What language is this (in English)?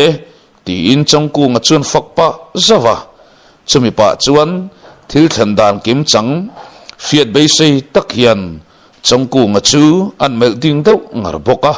Mizo